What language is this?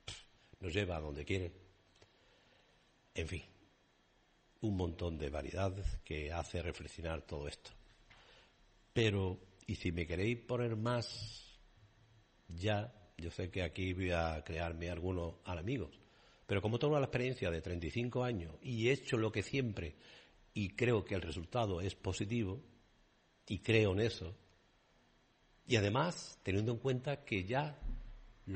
Spanish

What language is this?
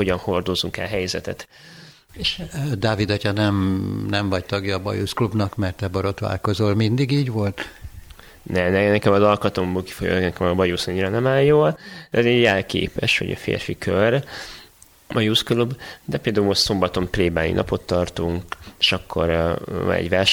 Hungarian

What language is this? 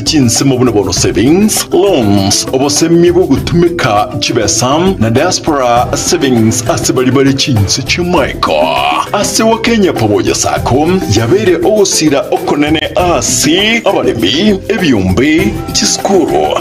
Gusii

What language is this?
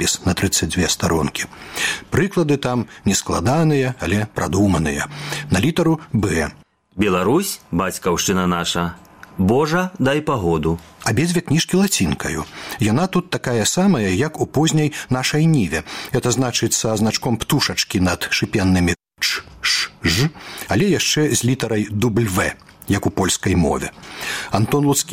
Belarusian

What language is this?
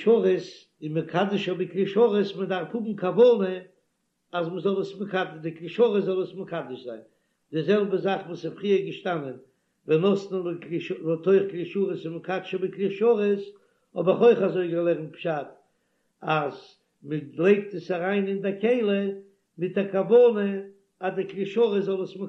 Yiddish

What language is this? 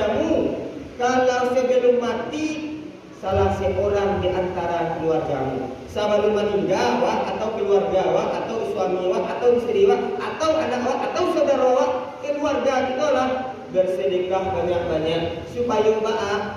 Minangkabau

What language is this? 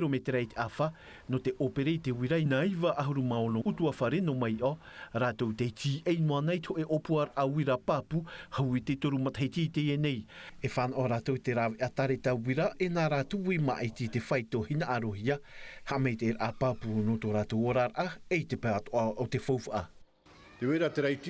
Tahitian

